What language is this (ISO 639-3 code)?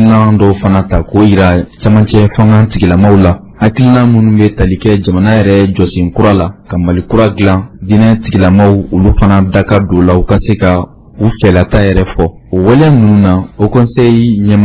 bam